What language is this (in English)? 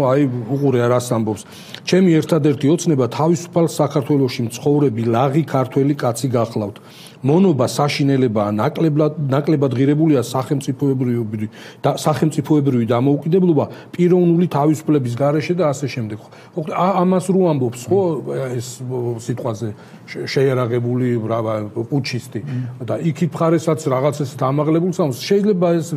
Georgian